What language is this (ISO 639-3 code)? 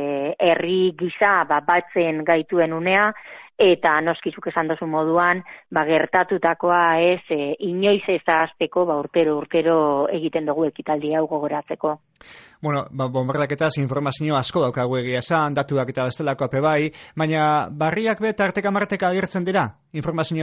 eus